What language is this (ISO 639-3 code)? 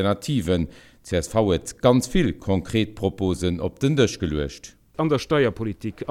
ltz